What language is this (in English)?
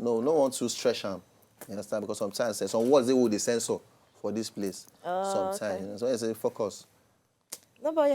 Nigerian Pidgin